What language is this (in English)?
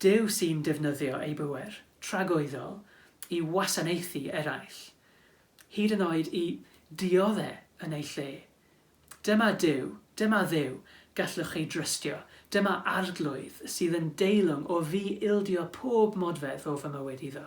Welsh